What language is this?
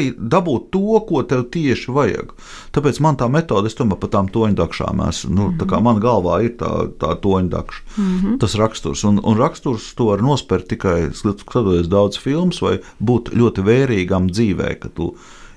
Latvian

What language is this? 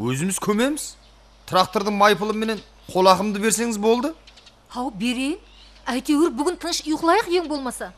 Kara-Kalpak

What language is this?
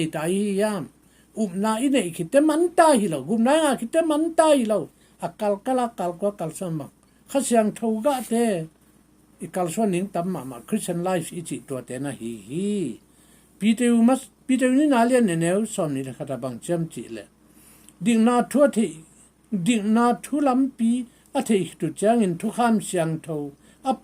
Tedim Chin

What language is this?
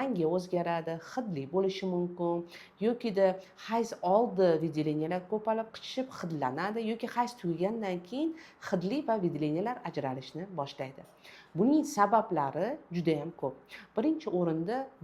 Uzbek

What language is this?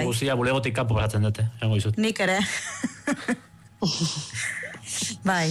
Basque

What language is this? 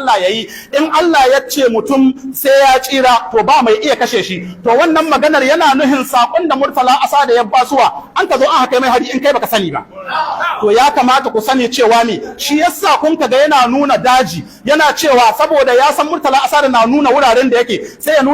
Hausa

